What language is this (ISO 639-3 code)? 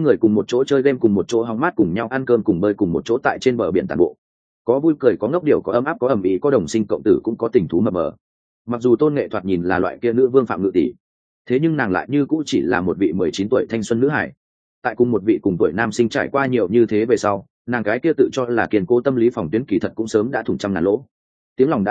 vie